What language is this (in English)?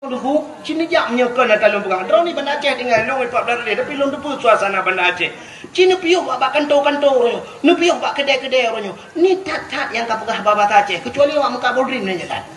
Achinese